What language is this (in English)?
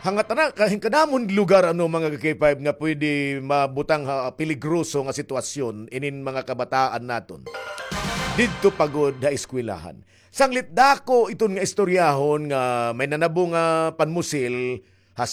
Waray